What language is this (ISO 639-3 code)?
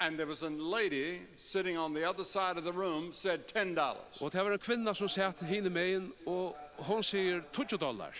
fao